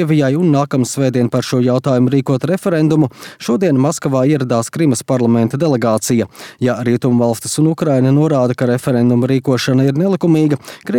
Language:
Latvian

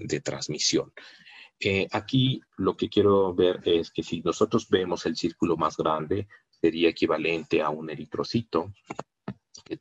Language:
Spanish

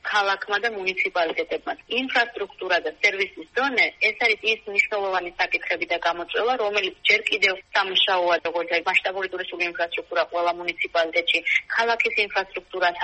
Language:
Georgian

